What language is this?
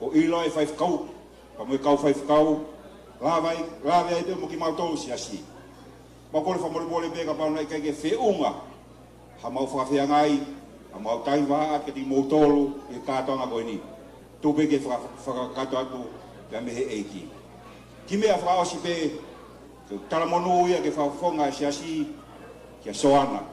Tongan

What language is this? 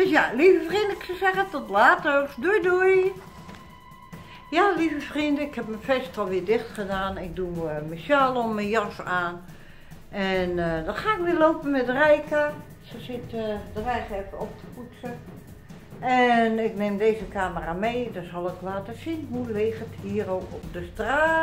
Dutch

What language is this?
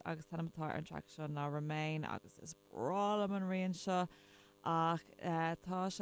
Irish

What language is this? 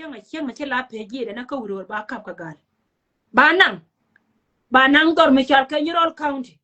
Nuer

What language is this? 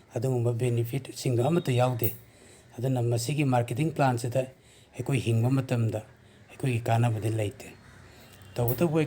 Manipuri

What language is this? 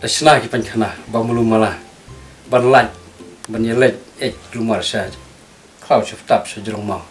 Khasi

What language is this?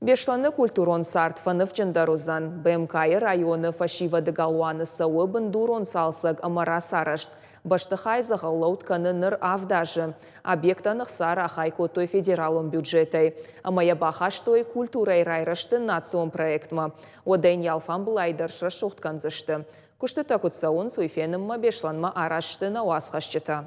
Ossetic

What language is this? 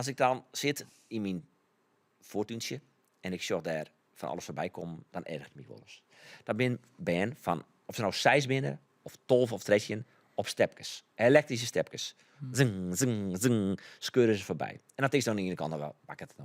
Western Frisian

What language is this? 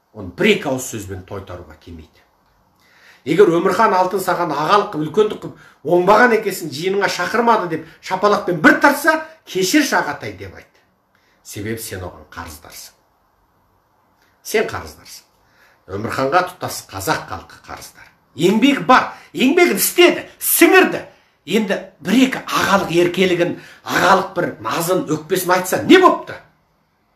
Kazakh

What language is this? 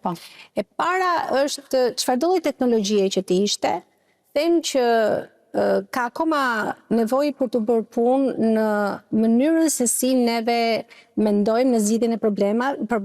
Albanian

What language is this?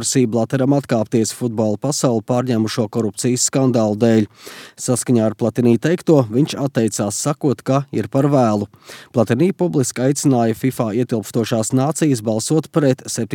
Latvian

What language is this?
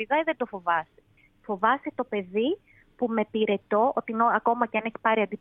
Greek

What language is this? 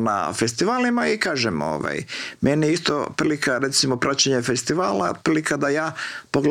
Croatian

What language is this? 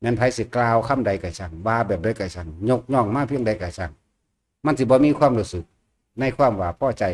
Northeastern Thai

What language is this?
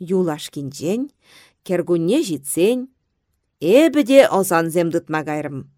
Chuvash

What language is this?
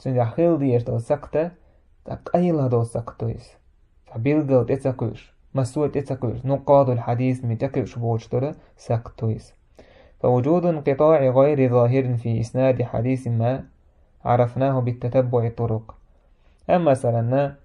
Chechen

